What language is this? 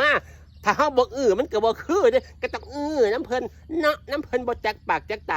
Northeastern Thai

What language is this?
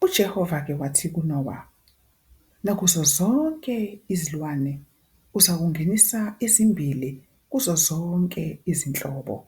Zulu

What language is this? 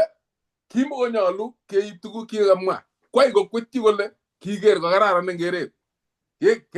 Kalenjin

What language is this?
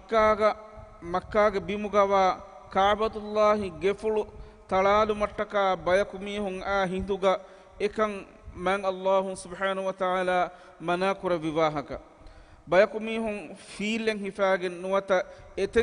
Divehi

